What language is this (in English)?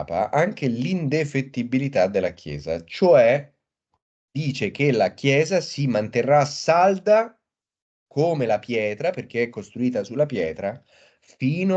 Italian